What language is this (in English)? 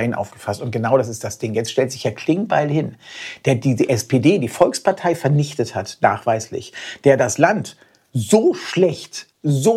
German